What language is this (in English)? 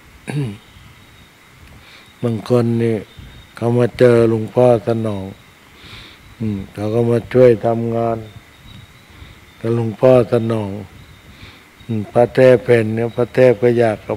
Thai